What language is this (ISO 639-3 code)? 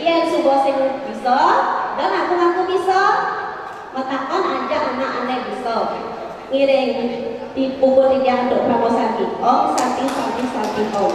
ban